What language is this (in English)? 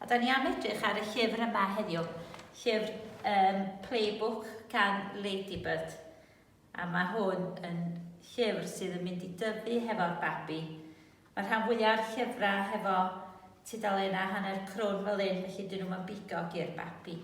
Welsh